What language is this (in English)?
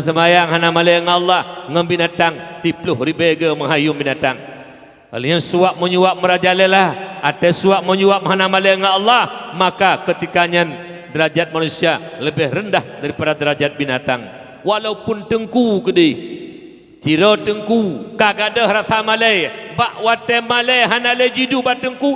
Achinese